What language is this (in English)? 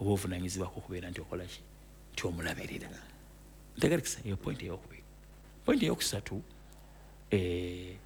Ganda